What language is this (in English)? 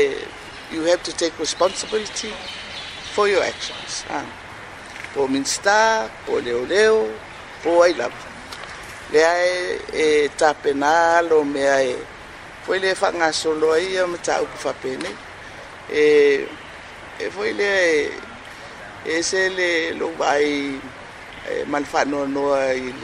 Samoan